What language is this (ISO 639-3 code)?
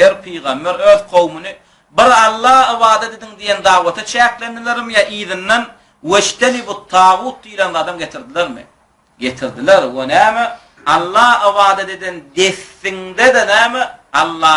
tuk